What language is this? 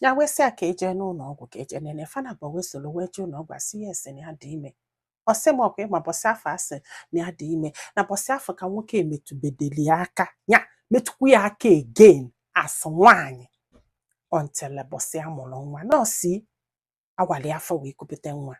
Igbo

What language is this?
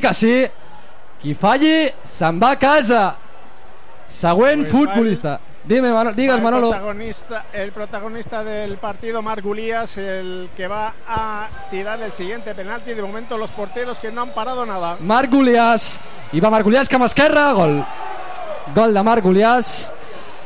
Catalan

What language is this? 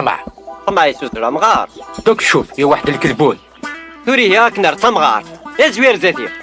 Kabyle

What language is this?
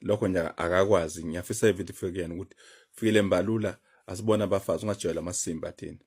Zulu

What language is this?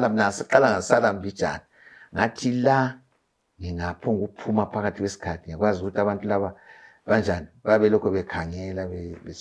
North Ndebele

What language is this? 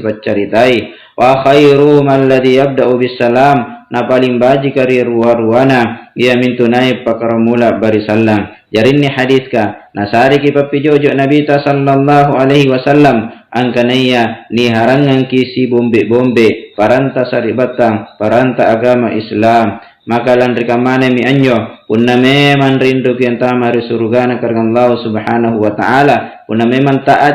Makasar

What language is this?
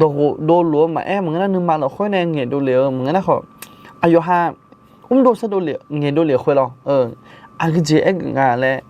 Akha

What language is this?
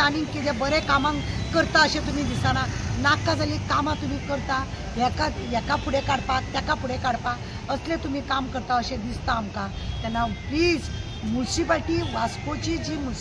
Konkani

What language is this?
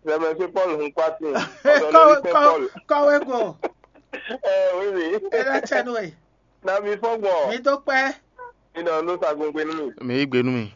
Fon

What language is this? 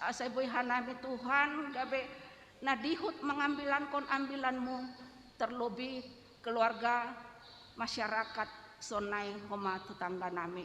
Batak Simalungun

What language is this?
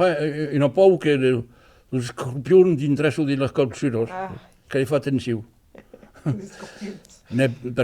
Occitan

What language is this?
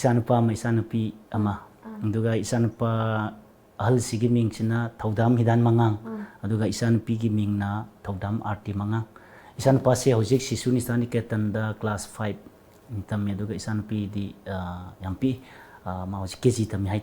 Manipuri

